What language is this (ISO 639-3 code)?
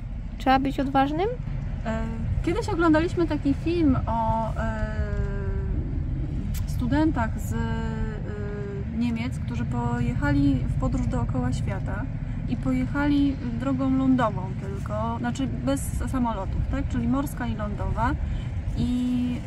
pol